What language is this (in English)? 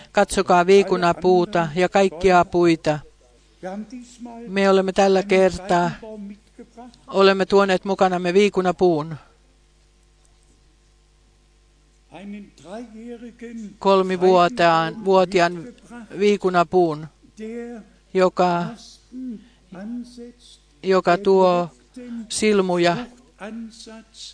Finnish